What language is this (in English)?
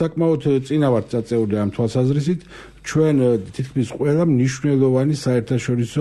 Georgian